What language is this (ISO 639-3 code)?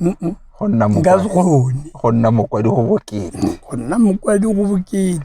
tsn